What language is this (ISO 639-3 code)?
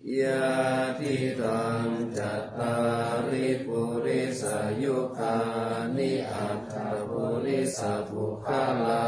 pli